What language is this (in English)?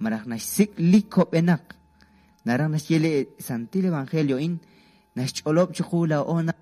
Kekchí